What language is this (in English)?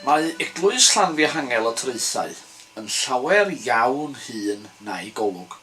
Welsh